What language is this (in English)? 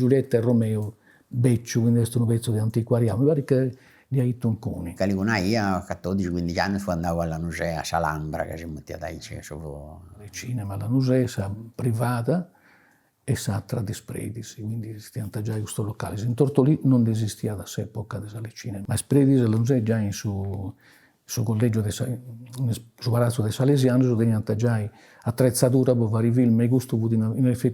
Sardinian